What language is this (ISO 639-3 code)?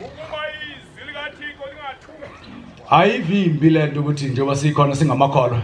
zul